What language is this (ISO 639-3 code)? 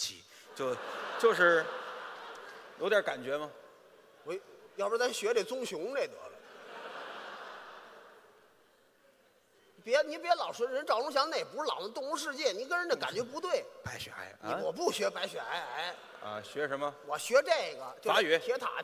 zho